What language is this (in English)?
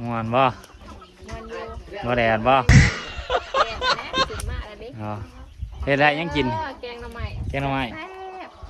Lao